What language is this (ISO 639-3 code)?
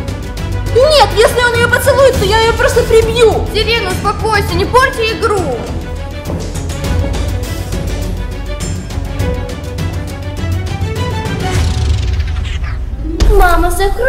rus